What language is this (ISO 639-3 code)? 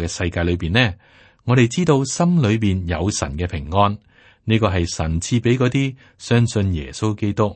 yue